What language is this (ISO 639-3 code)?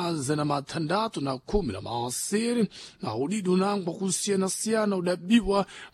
seh